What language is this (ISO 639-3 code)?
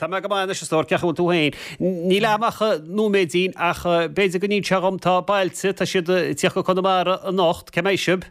gle